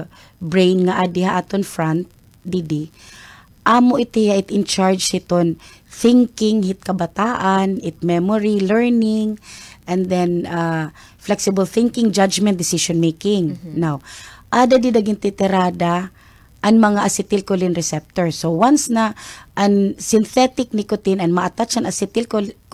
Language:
Waray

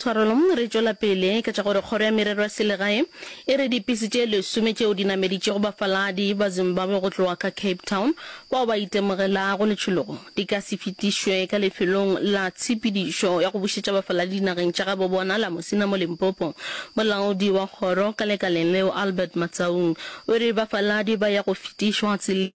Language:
Northern Sotho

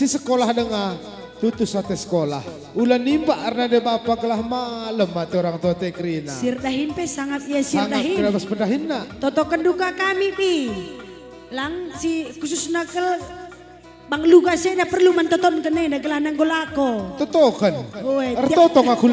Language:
Batak Karo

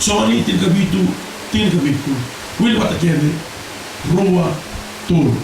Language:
Fijian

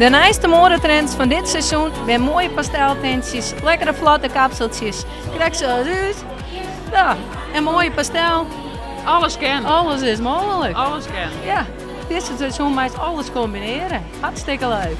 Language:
Western Frisian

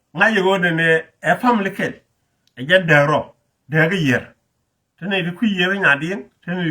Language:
Nuer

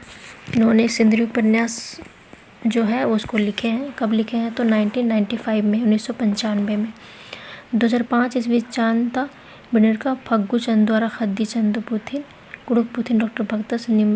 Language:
Kurukh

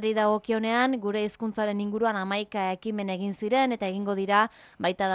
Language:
Basque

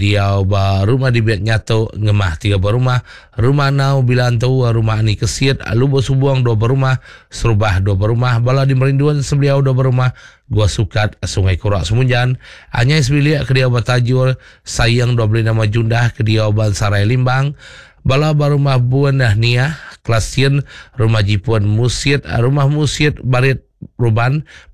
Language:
Iban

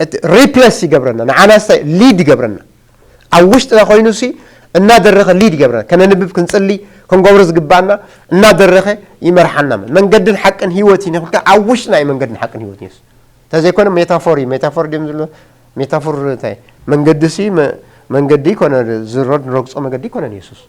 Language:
Tigrinya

